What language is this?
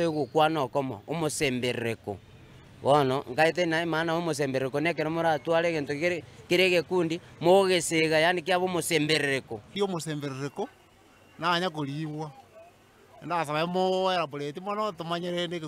Gusii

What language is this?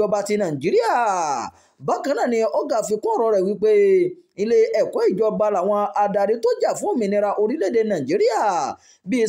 Yoruba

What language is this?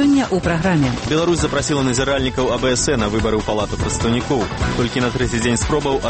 Belarusian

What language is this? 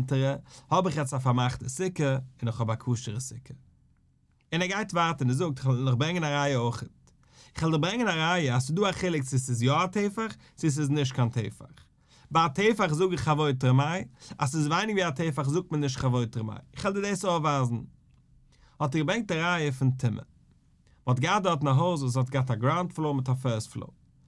Yiddish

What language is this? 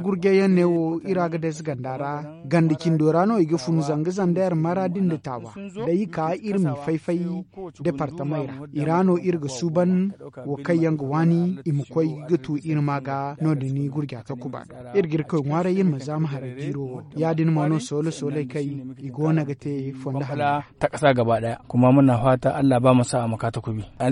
Zarma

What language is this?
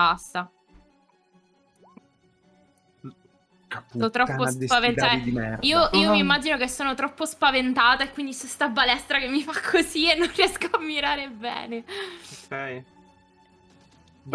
Italian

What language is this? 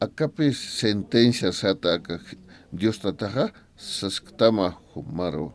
Aymara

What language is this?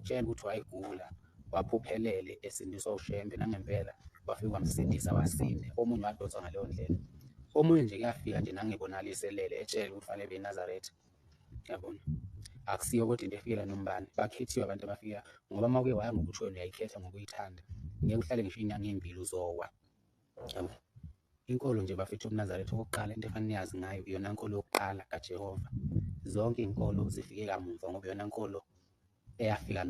Zulu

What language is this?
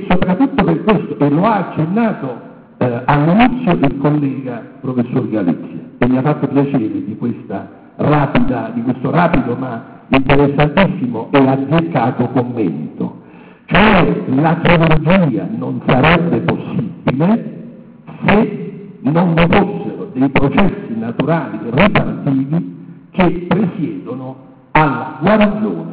Italian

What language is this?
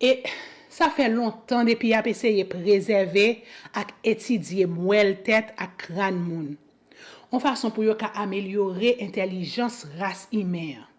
Haitian Creole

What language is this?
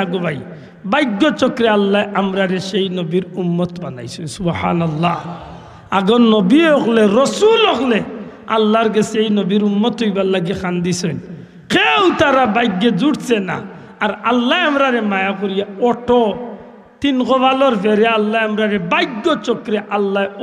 Sylheti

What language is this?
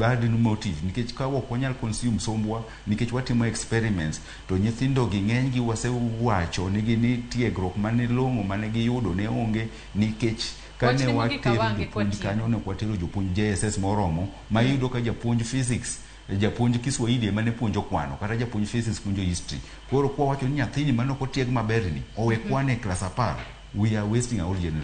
Luo (Kenya and Tanzania)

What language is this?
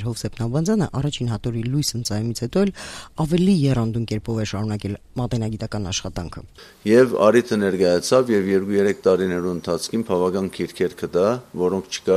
Armenian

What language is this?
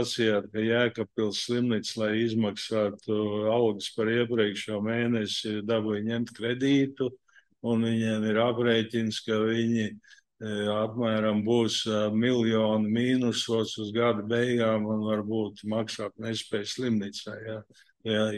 Latvian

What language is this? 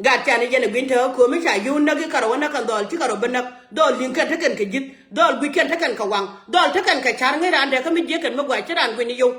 Nuer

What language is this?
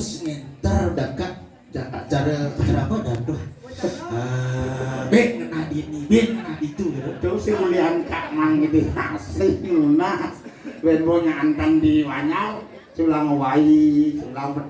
Balinese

